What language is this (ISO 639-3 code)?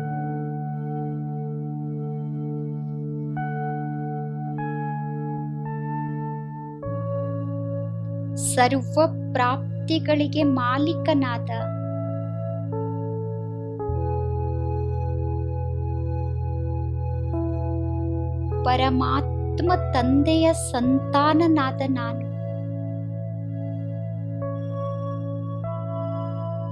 kan